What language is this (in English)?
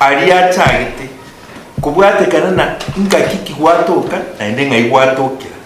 Gusii